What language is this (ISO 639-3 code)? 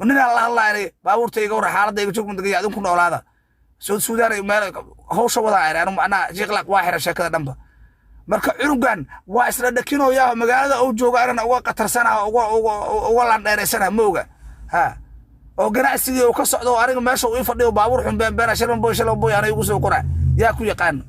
som